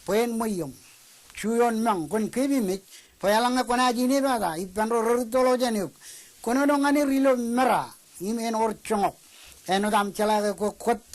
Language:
Marshallese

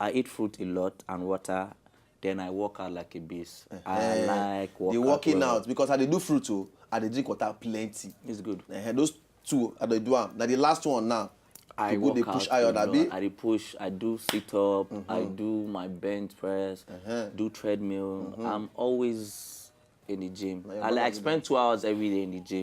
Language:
Nigerian Pidgin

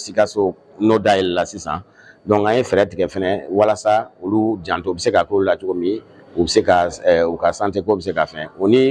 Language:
Bambara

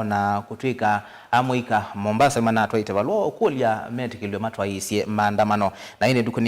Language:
Kamba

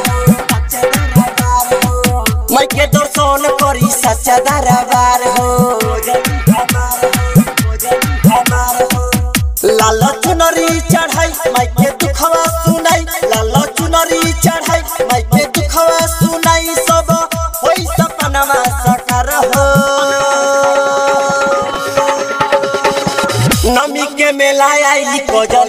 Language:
Bhojpuri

